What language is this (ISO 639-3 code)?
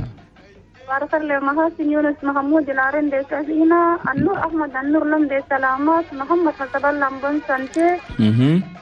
shu